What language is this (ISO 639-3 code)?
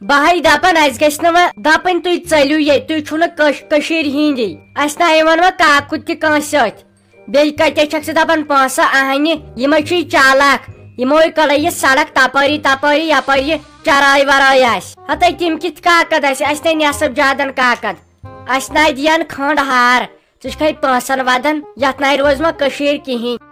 kas